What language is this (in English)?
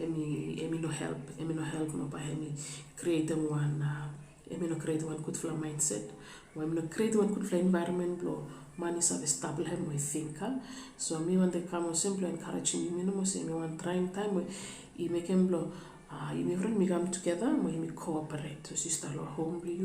Bislama